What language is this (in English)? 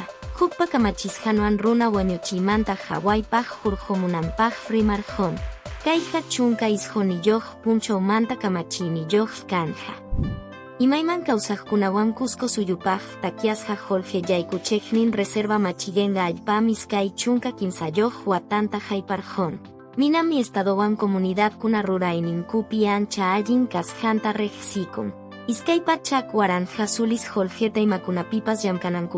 Quechua